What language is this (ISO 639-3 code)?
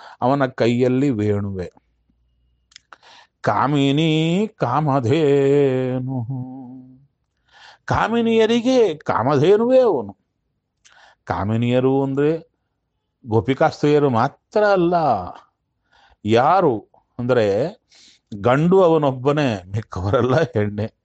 kan